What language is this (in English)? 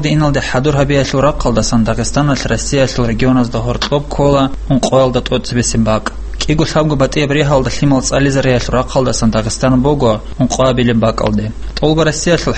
Avaric